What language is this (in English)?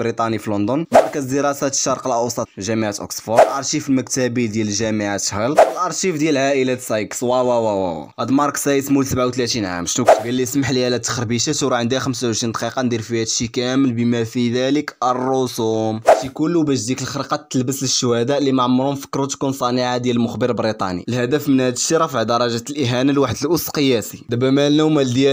Moroccan Arabic